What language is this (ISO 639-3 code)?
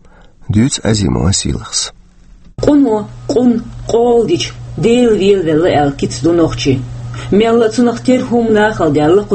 che